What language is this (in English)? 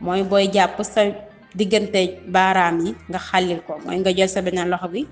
Wolof